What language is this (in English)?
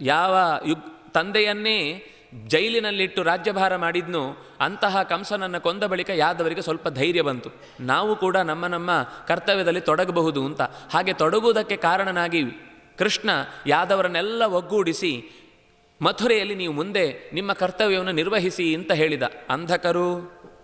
Kannada